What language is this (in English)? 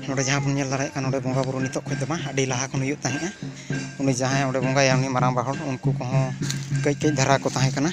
Santali